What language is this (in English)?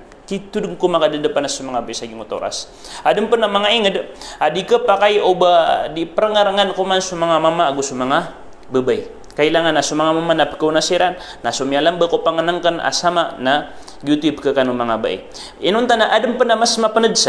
Maranao